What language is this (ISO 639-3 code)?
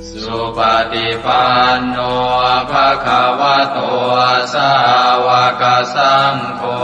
pli